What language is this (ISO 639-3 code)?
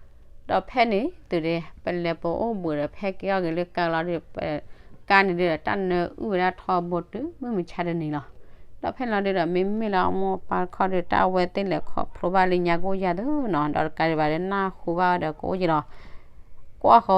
ksw